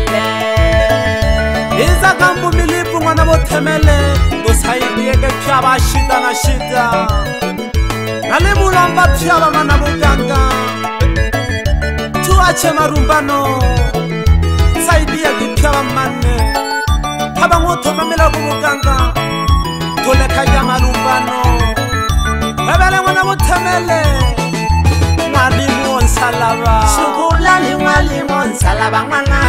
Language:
Swahili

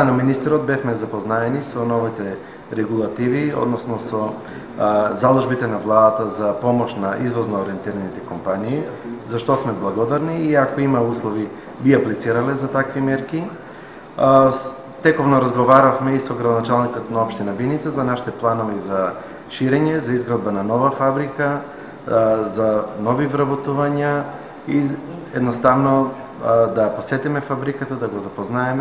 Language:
Macedonian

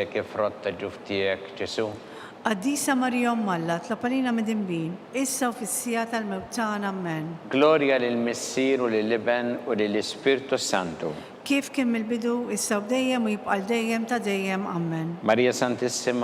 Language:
Maltese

